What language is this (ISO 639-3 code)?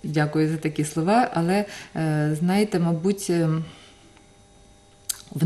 ukr